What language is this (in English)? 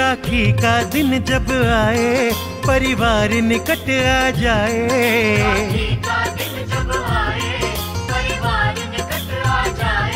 Hindi